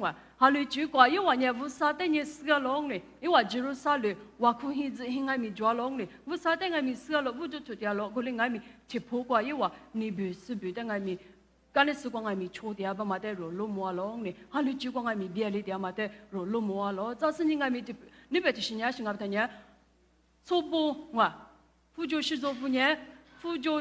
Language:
Lisu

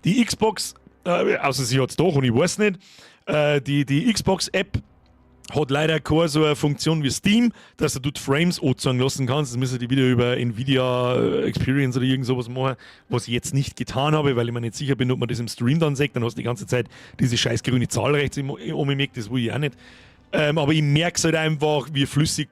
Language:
Bavarian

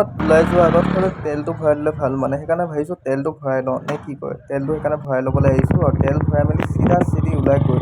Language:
Assamese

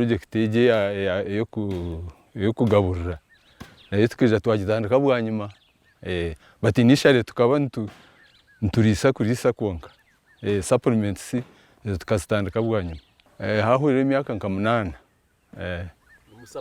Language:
Nyankole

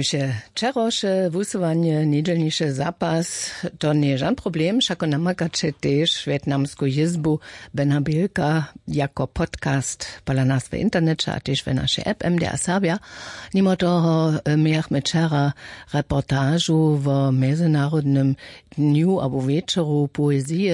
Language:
Upper Sorbian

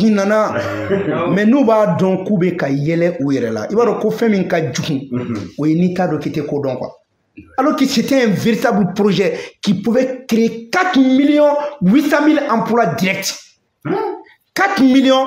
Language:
Bambara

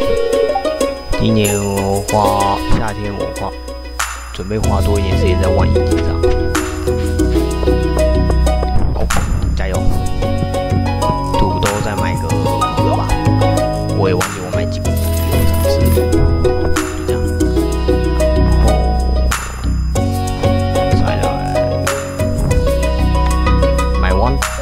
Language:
Chinese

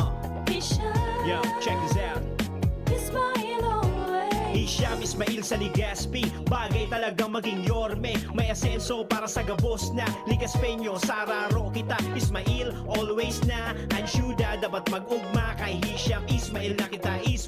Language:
Bikol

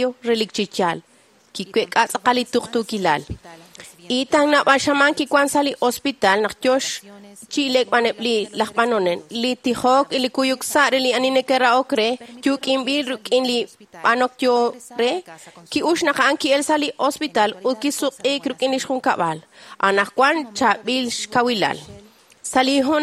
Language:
Kekchí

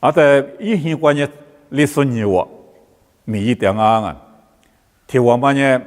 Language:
Lisu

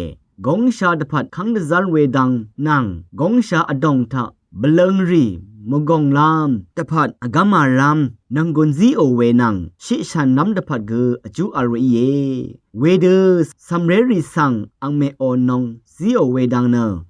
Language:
Rawang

